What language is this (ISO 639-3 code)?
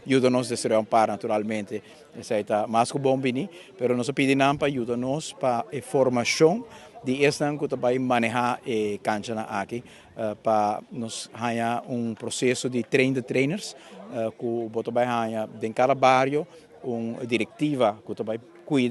pap